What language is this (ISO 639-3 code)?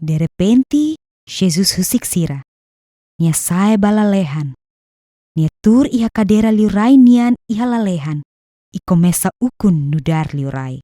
tet